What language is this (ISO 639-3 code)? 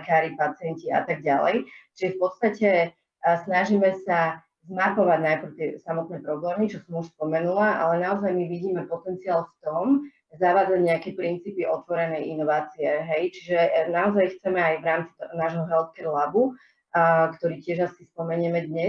slk